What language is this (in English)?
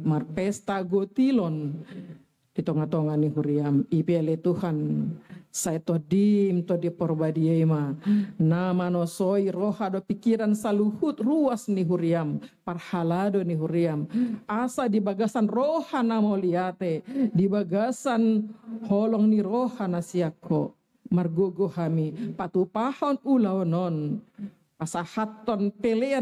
Batak Toba